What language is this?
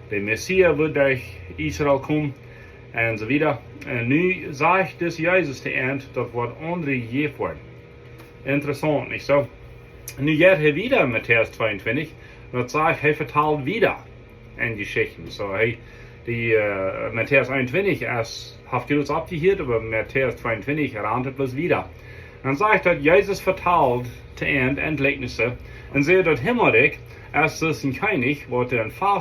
Plautdietsch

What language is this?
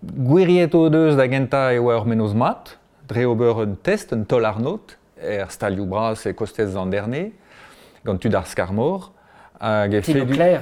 Breton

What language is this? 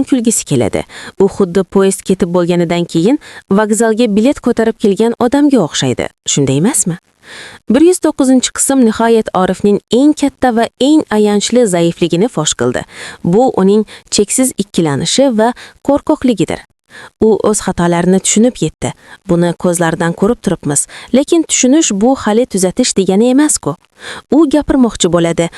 Uzbek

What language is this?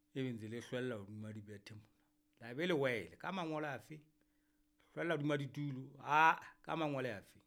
Southern Sotho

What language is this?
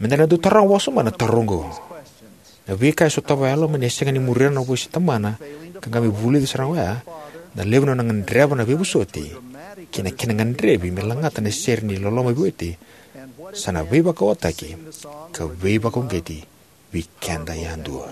Fijian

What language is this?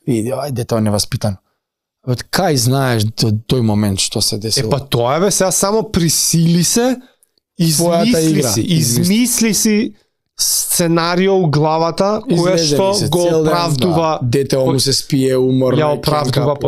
Macedonian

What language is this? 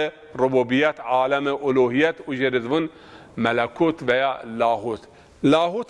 Zaza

